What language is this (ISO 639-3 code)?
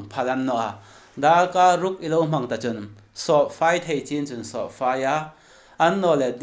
hmr